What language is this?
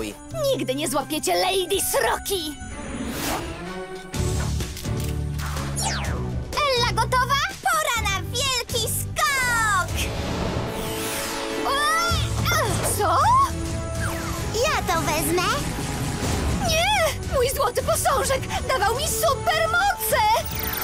Polish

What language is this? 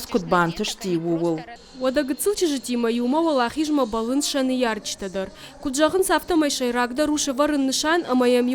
Ossetic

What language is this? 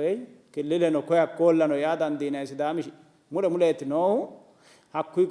Sidamo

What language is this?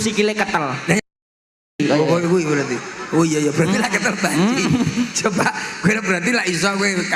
Javanese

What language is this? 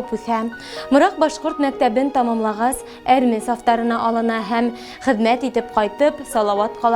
Bashkir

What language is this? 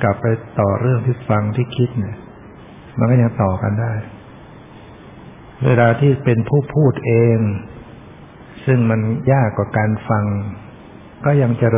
Thai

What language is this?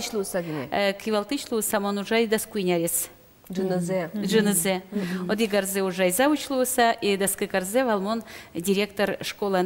Udmurt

